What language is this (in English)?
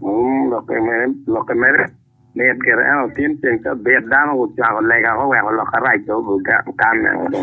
Acoli